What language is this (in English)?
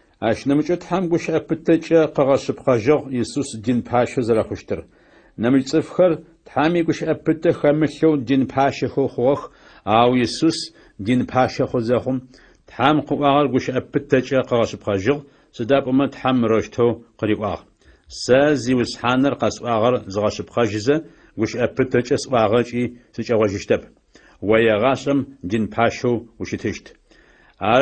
Adyghe